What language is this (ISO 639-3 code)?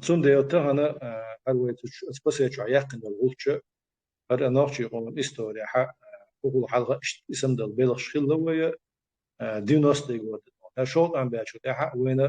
che